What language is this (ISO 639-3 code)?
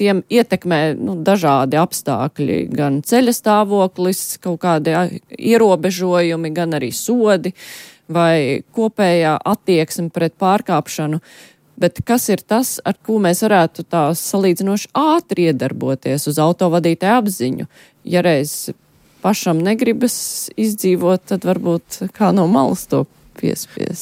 lav